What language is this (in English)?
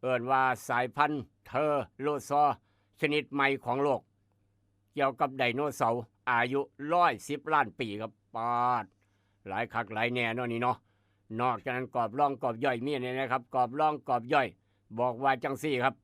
Northeastern Thai